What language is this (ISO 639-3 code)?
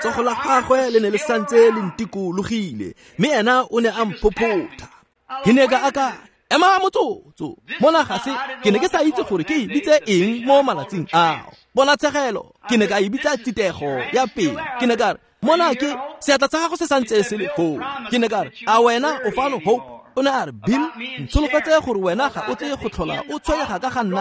tsn